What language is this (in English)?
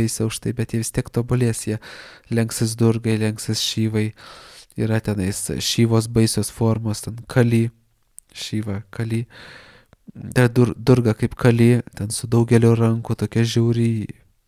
Lithuanian